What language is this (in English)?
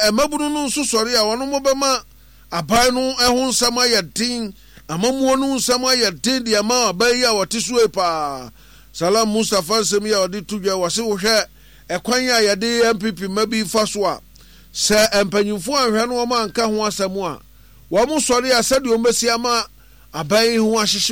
Akan